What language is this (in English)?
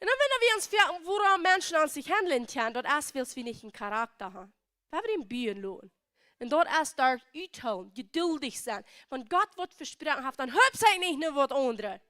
Plautdietsch